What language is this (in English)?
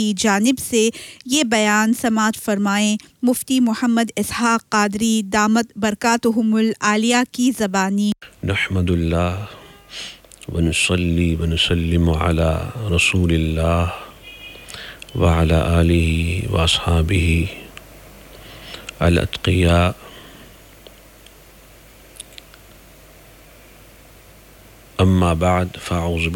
Urdu